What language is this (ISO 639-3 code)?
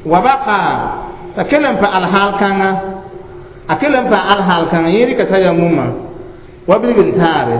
mos